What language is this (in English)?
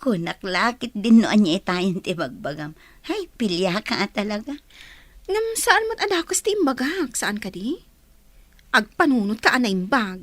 Iloko